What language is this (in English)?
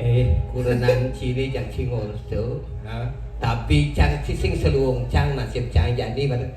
Balinese